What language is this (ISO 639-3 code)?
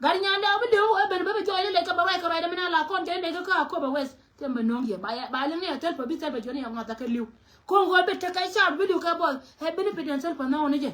nus